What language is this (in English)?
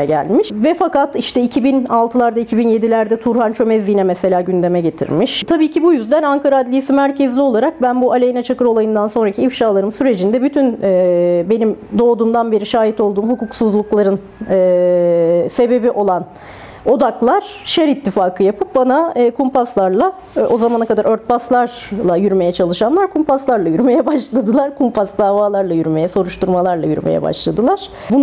Turkish